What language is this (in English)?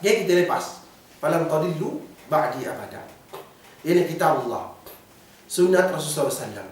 Yakan